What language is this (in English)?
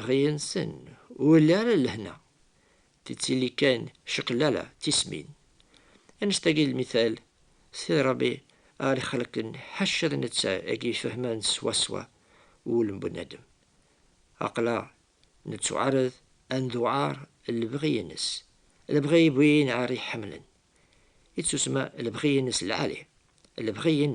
Kabyle